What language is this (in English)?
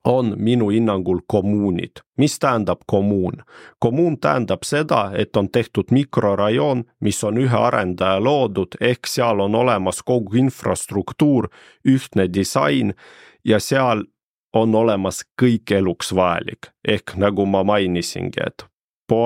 Estonian